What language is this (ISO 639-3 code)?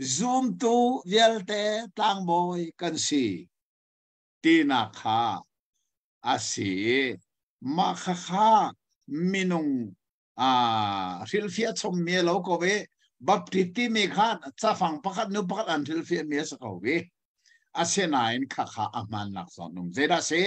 cnh